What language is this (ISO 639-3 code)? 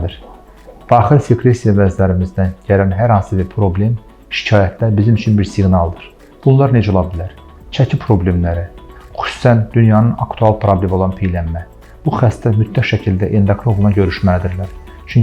aze